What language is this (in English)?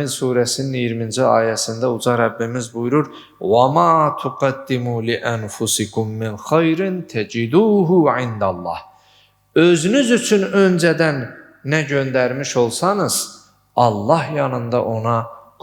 Azerbaijani